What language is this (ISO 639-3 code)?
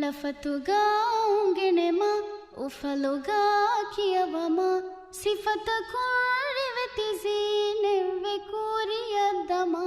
div